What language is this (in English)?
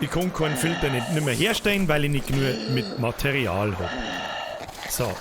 Bavarian